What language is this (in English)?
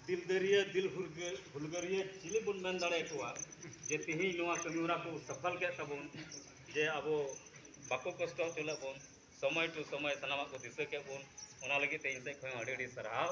Santali